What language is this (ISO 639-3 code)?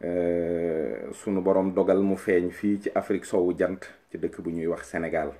wol